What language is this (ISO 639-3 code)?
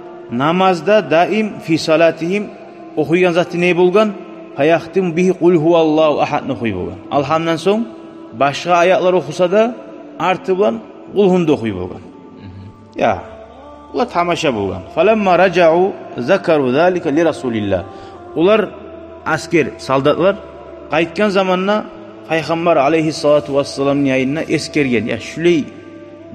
kum